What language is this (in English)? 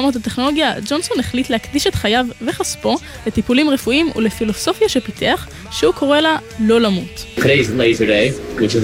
Hebrew